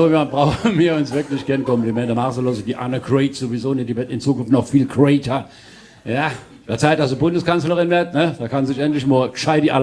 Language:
Palatine German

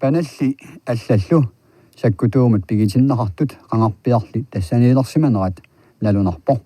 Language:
Kalaallisut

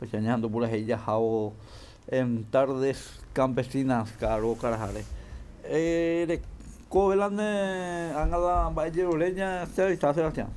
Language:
Guarani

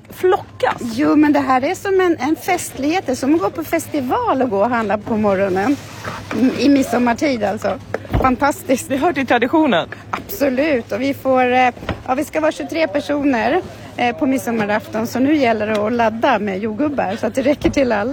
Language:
Swedish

